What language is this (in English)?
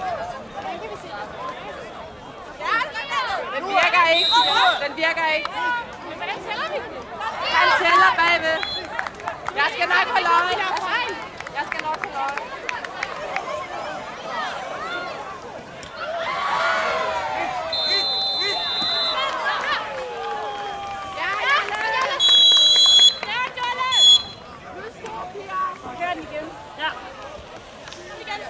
Danish